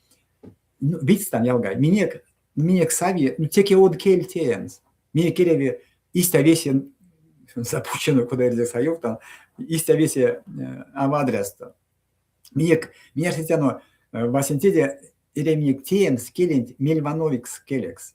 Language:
Erzya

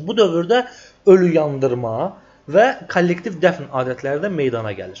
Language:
Azerbaijani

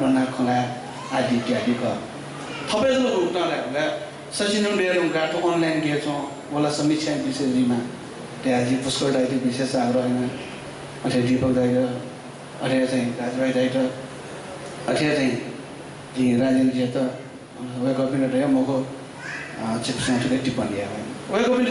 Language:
Newari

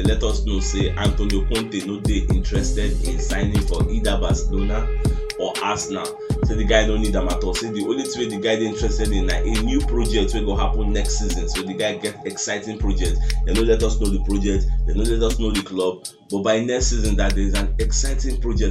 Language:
Nigerian Pidgin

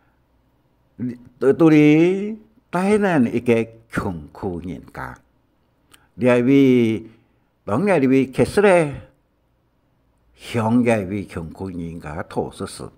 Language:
Hakka Chinese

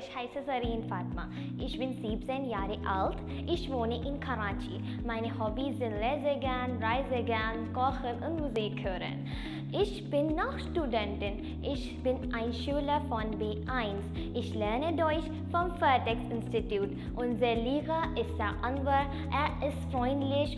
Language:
German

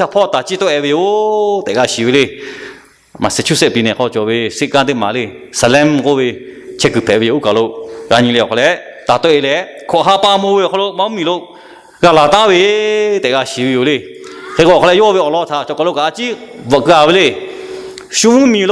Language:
Lahu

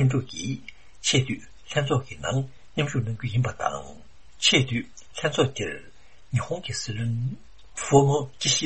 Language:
Tibetan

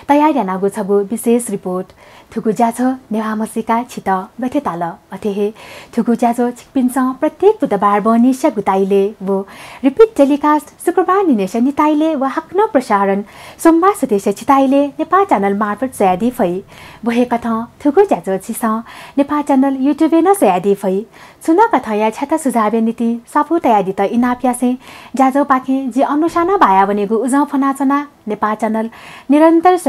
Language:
Newari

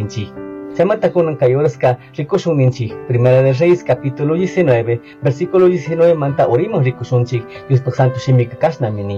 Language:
Chimborazo Highland Quichua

